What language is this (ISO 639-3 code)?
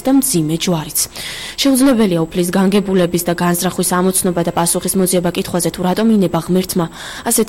kat